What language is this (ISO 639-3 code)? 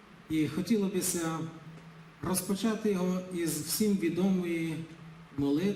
rue